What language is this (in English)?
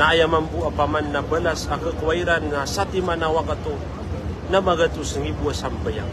Maranao